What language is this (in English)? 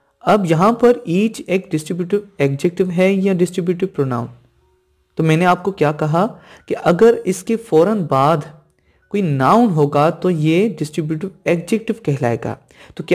Hindi